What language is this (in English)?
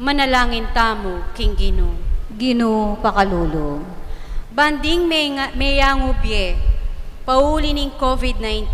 Pampanga